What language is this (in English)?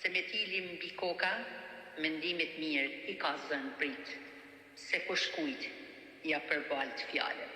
Albanian